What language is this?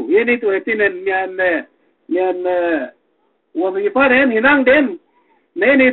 Yakan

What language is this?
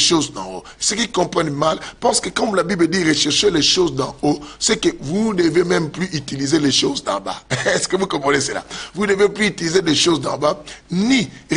French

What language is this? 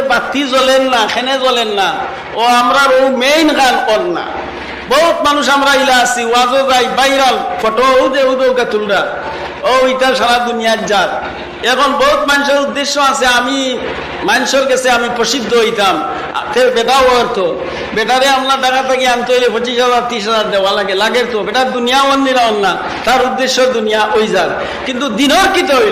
Sylheti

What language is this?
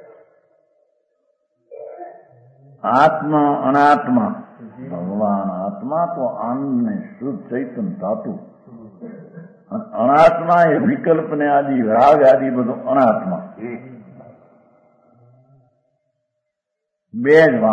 Gujarati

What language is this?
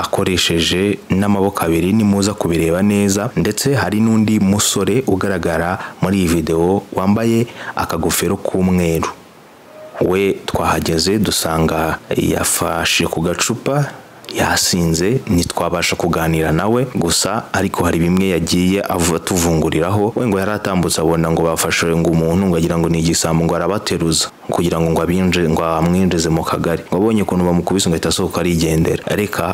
Kinyarwanda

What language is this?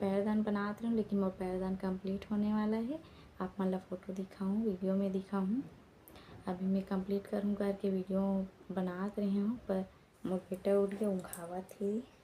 Chhattisgarhi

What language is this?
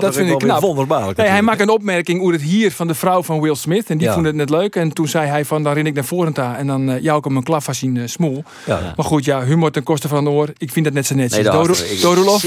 Western Frisian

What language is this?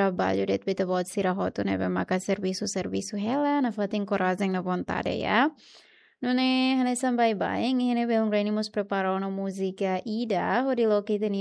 Tetum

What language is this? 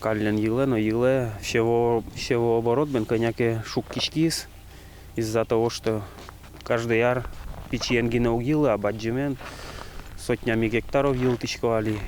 Udmurt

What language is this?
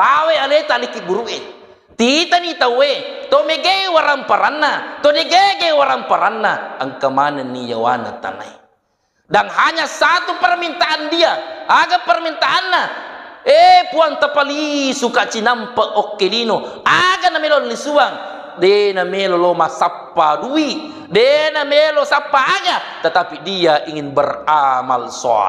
Buginese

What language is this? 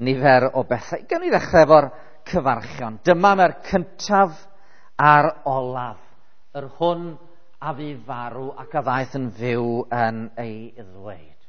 Welsh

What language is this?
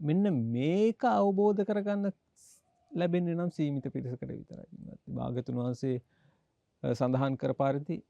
Sinhala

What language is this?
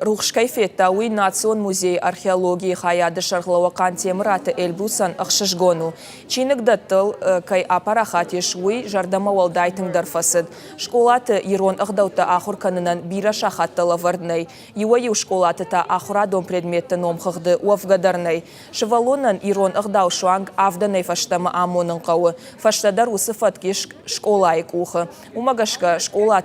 Ossetic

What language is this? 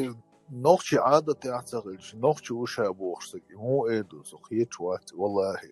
Chechen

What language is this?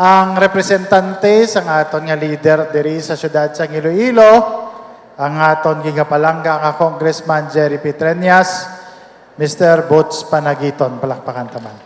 Hiligaynon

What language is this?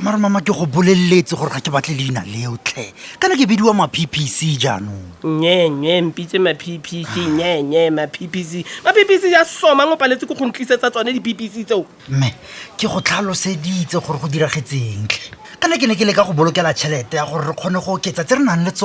Tswana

